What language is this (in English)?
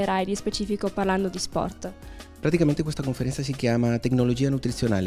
Italian